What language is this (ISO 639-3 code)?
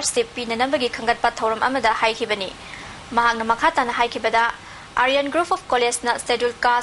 mni